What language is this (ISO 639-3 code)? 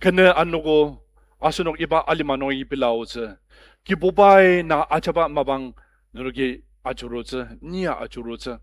njo